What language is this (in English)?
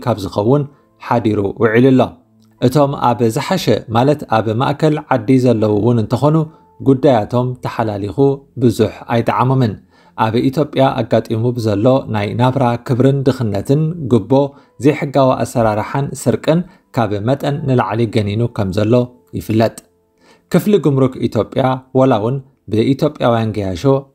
Tigrinya